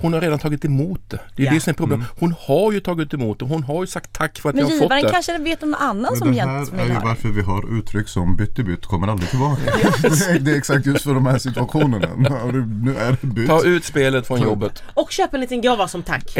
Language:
Swedish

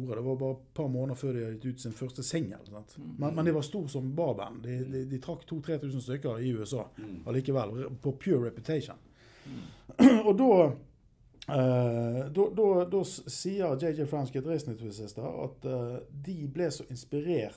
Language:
Norwegian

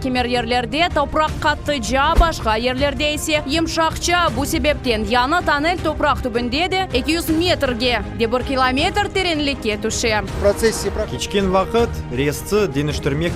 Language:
Crimean Tatar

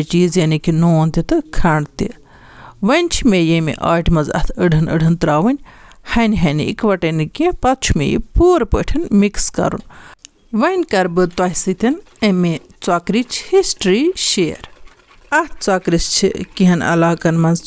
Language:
Kashmiri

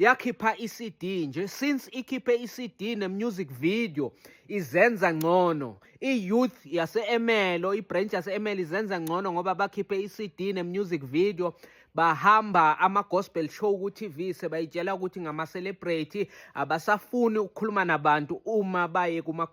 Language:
Zulu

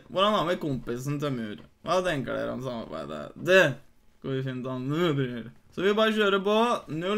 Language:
Norwegian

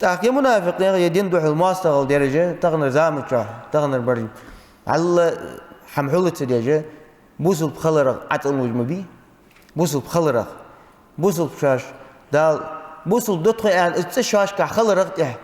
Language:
Ingush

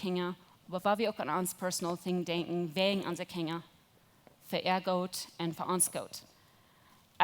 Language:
Plautdietsch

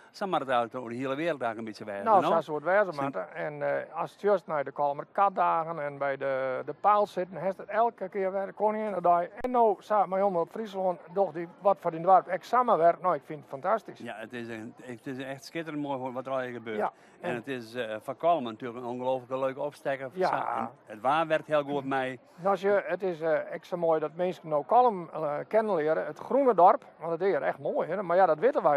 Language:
Western Frisian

